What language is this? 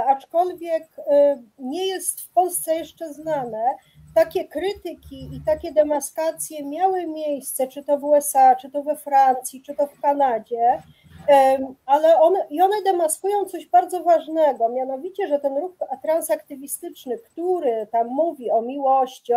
Polish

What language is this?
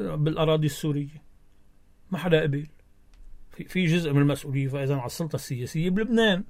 North Levantine Arabic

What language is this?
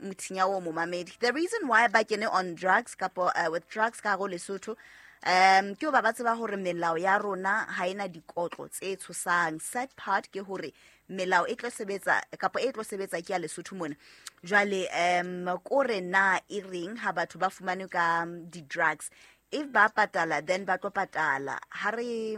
Southern Sotho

